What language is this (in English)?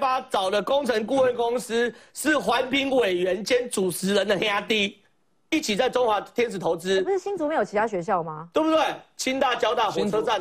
Chinese